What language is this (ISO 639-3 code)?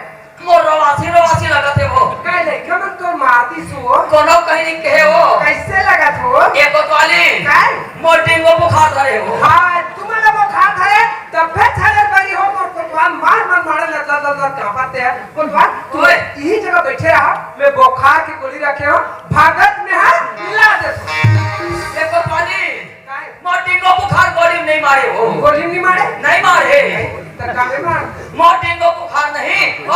hne